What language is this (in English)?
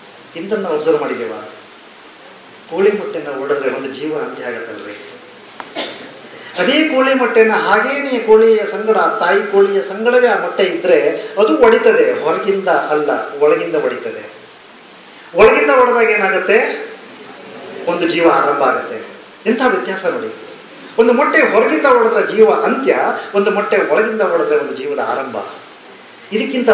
Kannada